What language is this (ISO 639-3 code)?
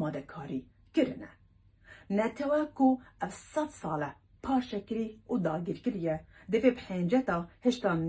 kur